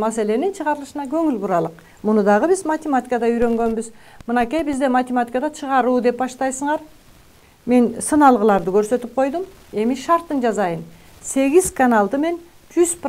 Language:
Kyrgyz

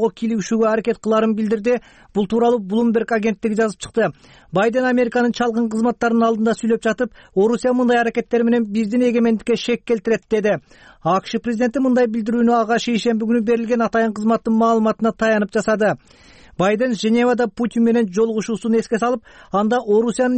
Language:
Kyrgyz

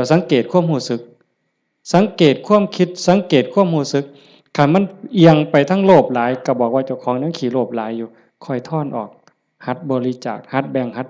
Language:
Lao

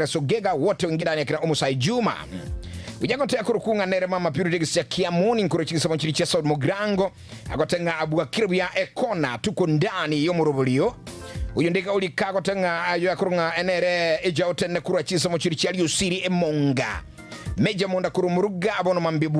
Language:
Gusii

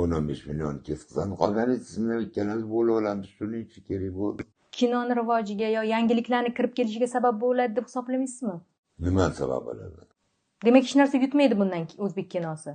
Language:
Uzbek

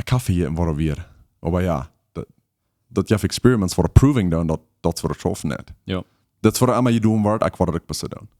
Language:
Plautdietsch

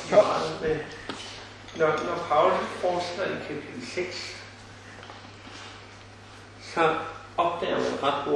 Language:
Danish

